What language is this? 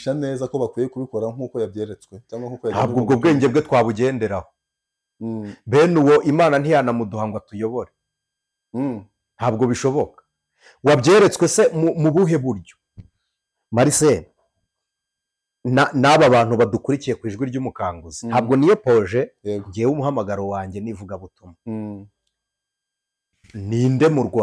Kinyarwanda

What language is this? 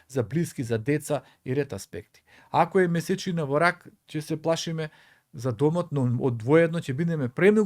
Macedonian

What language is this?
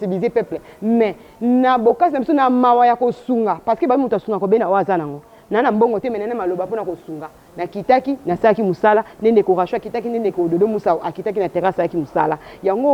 Lingala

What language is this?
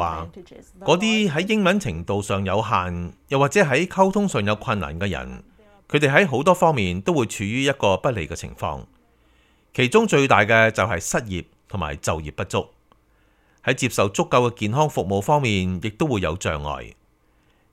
Cantonese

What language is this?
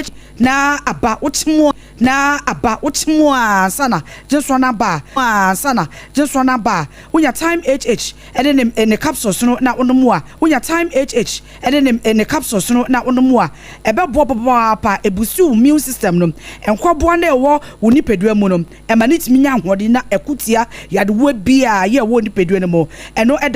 Akan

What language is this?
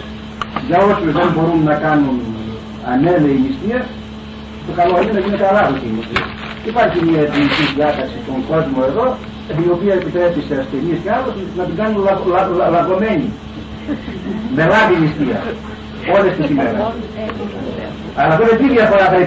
Greek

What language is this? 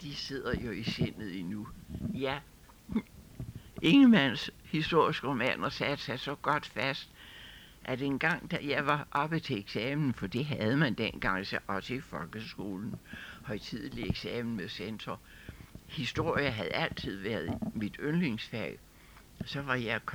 Danish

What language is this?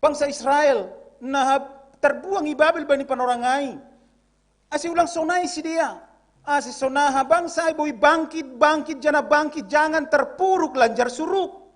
Batak Simalungun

